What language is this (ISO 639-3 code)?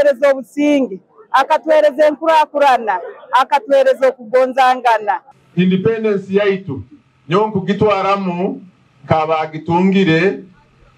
nyn